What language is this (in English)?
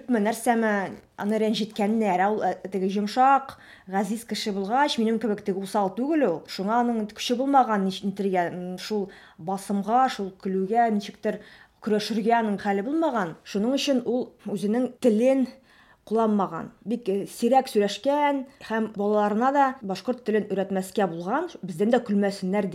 Tatar